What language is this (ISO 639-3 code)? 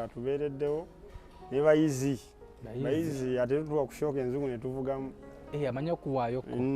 lug